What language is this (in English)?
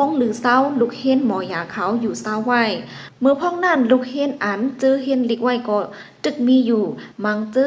Lao